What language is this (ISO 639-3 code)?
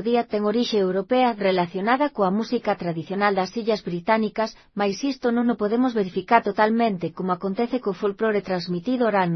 glg